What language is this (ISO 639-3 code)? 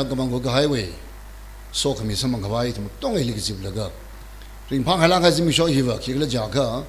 nmf